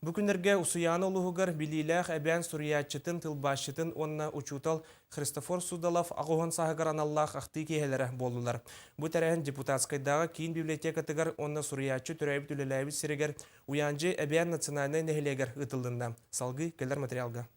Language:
Yakut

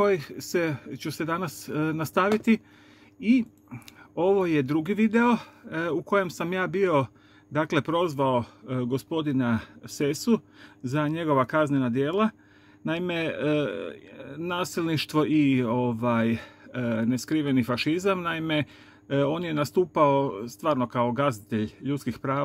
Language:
Croatian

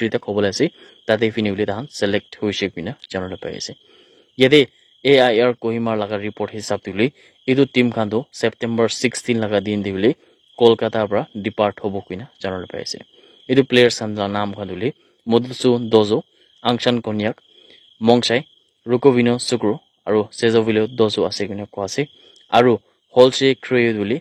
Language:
Naga Pidgin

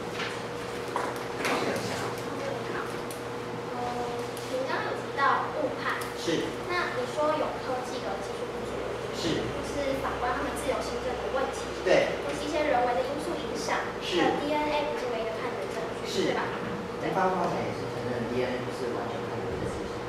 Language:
Chinese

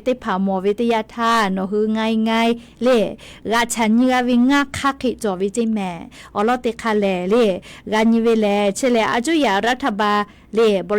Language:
Lahu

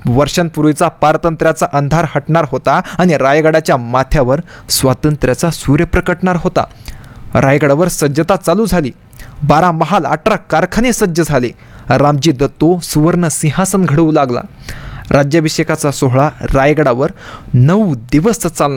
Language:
Marathi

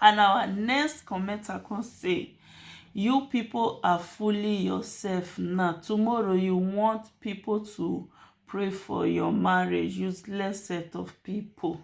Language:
Nigerian Pidgin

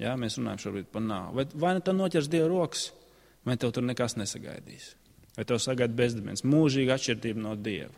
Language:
Latvian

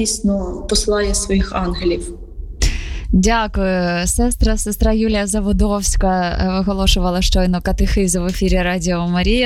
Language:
Ukrainian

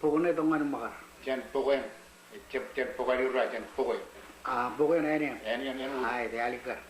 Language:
Marshallese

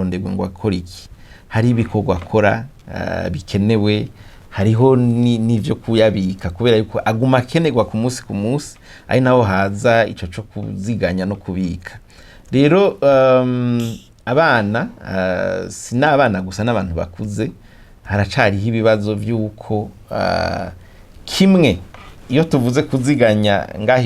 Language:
Rundi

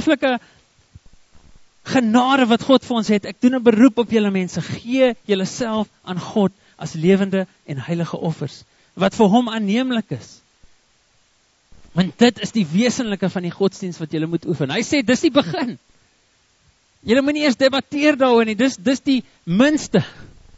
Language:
Afrikaans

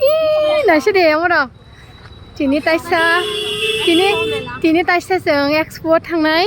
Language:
Kok Borok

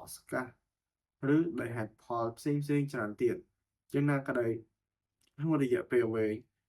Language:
Khmer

